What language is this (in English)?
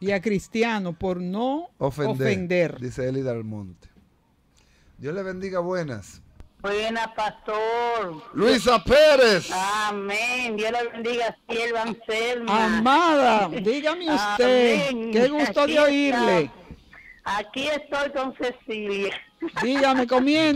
Spanish